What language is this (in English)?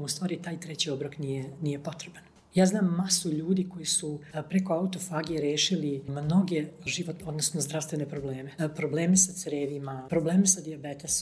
Serbian